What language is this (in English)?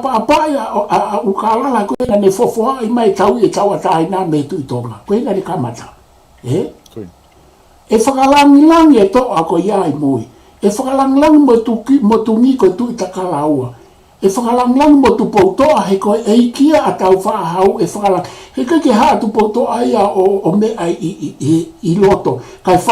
Tongan